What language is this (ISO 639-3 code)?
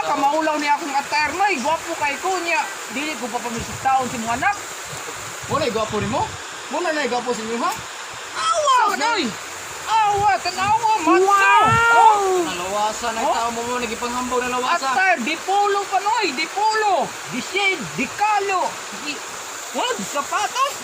ceb